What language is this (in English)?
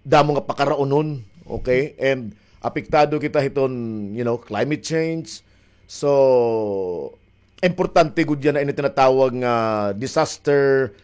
Waray